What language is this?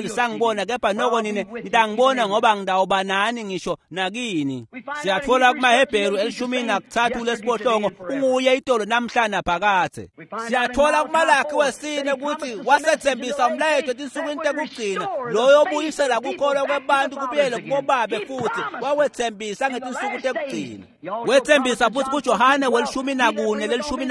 Swati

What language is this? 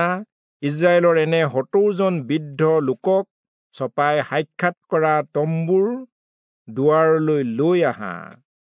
Assamese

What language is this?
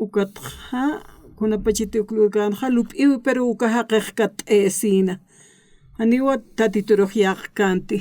Aymara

